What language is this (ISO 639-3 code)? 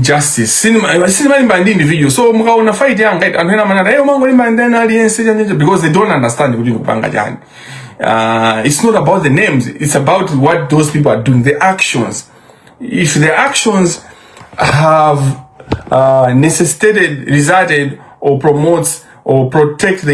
nya